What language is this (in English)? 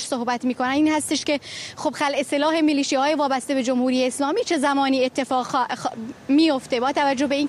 Persian